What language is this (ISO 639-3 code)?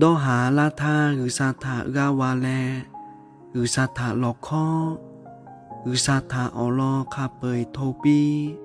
lhu